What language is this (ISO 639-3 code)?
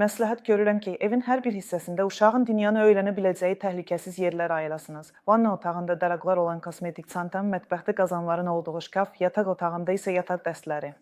aze